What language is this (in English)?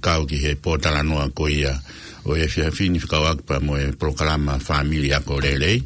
Tongan